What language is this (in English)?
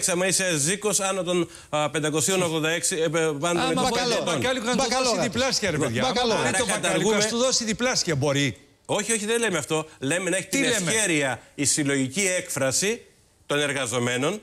Greek